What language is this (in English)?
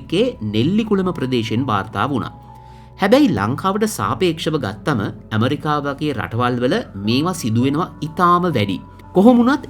Sinhala